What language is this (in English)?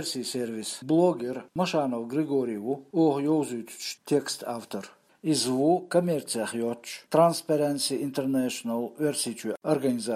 Chechen